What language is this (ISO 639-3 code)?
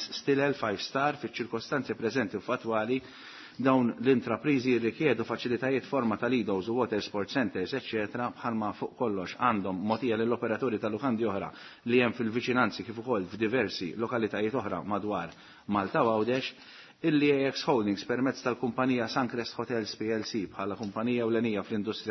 mlt